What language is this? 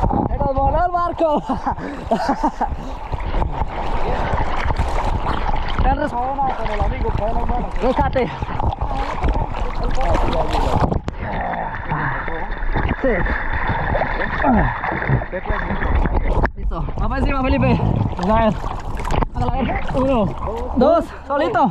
Spanish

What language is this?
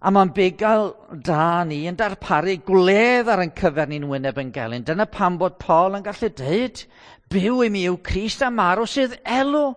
Welsh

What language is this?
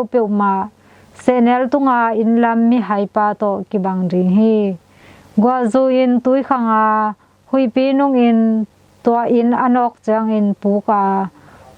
Tedim Chin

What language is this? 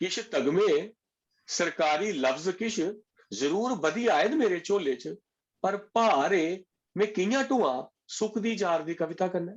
Dogri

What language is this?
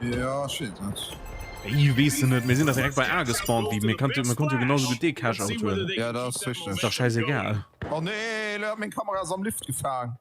Luxembourgish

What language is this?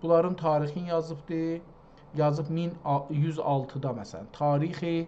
South Azerbaijani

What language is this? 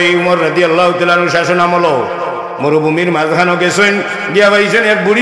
Sylheti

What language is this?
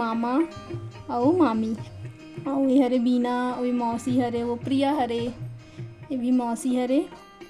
Chhattisgarhi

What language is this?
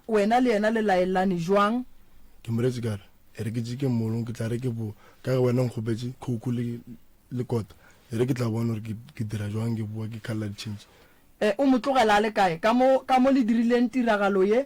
Northern Sotho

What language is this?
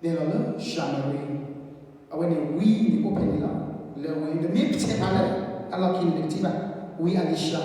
S'gaw Karen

